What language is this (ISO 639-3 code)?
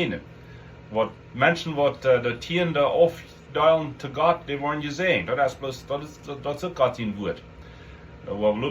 pdt